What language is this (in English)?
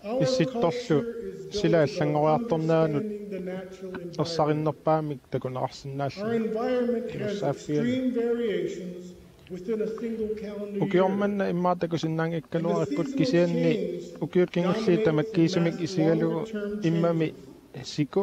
Kalaallisut